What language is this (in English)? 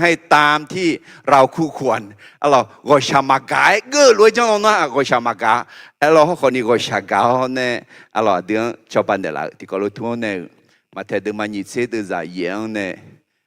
Akha